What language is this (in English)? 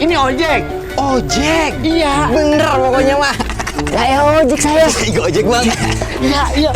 Betawi